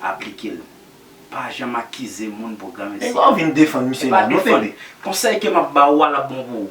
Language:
Haitian Creole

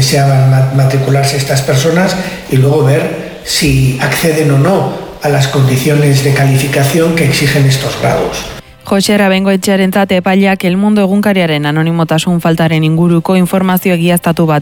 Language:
Basque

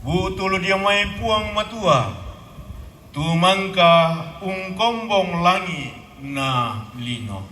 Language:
Toraja-Sa'dan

